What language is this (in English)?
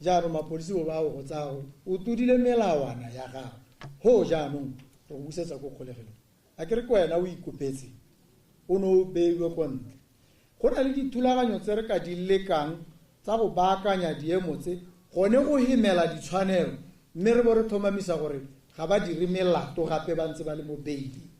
Tswana